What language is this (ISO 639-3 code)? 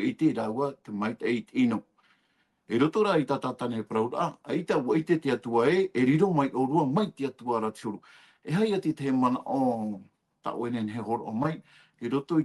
tah